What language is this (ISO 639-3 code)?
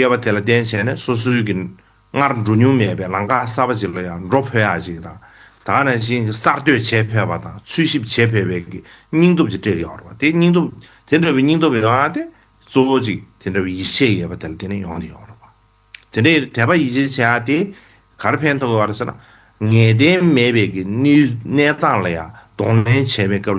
bod